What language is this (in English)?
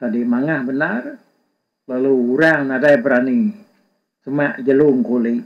Iban